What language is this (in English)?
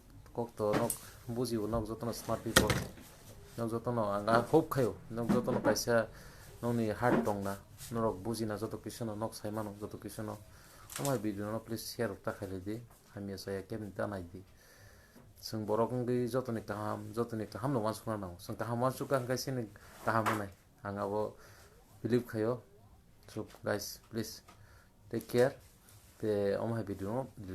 Kok Borok